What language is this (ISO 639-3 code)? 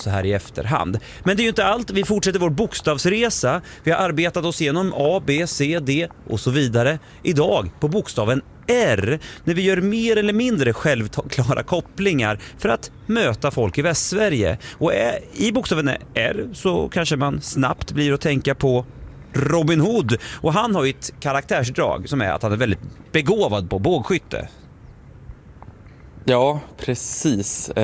swe